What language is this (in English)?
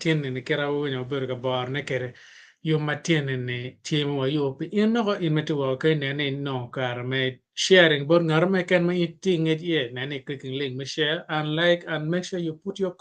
Acoli